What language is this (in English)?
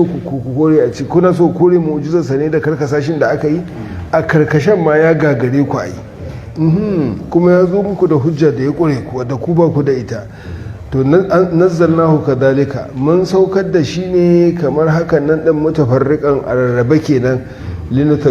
Hausa